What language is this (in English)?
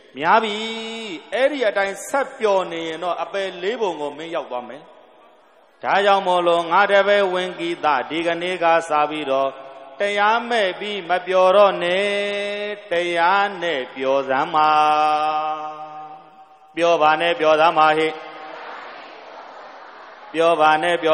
Burmese